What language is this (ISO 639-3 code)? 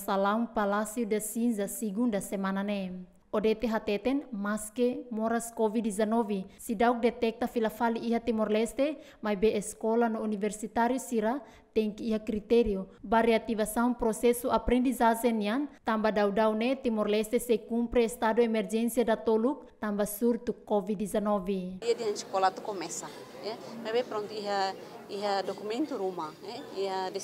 tet